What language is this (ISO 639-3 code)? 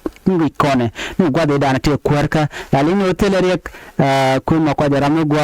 nus